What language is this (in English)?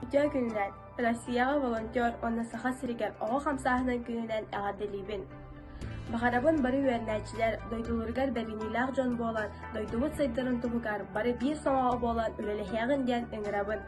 Yakut